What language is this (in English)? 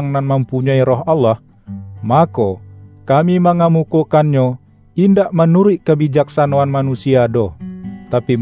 Minangkabau